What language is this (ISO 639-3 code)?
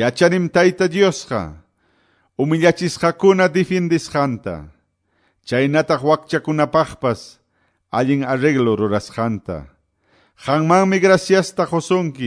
que